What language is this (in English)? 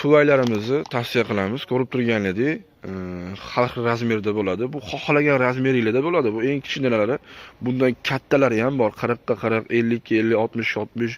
Uzbek